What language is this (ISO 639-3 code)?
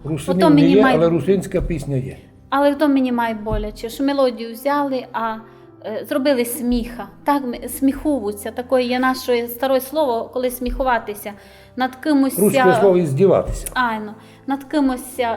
rue